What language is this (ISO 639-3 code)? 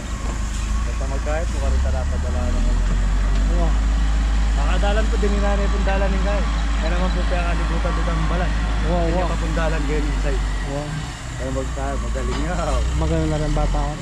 pam